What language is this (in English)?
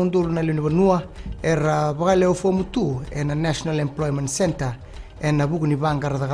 Fijian